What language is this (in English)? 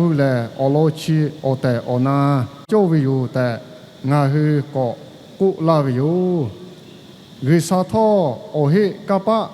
Lahu